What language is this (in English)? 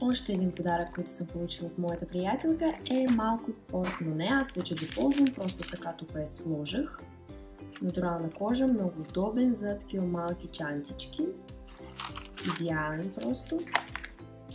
Bulgarian